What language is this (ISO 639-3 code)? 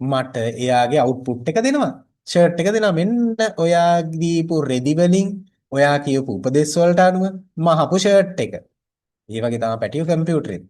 sin